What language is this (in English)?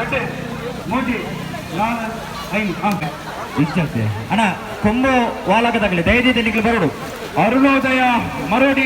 Tulu